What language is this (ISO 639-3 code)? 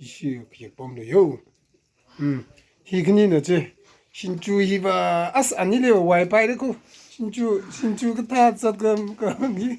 nmf